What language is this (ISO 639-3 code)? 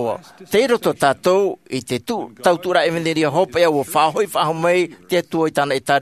tah